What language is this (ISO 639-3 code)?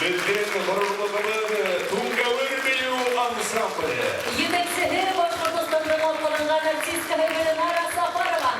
bak